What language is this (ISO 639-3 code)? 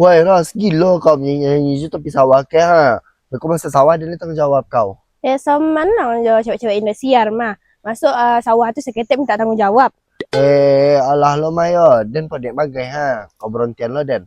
min